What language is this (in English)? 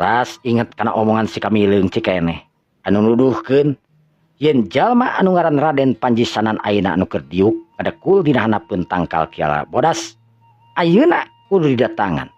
Sundanese